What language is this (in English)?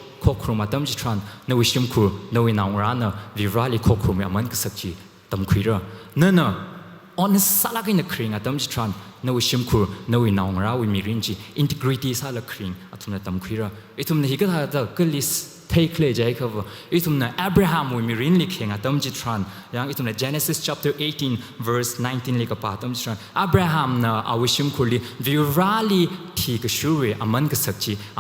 Tangkhul Naga (India)